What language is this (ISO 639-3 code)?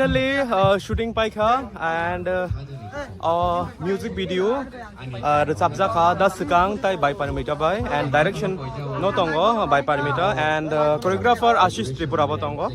trp